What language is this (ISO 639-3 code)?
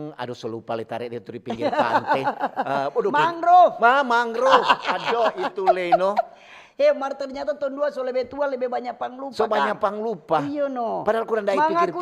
xmm